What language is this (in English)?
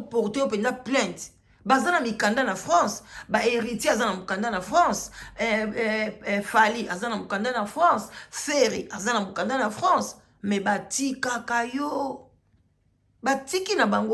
Lingala